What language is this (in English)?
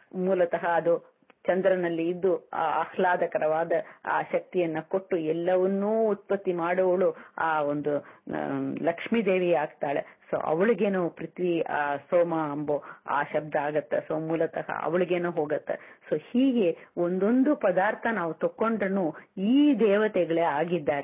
Kannada